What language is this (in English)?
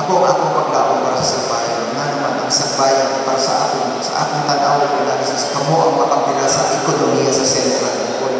Cebuano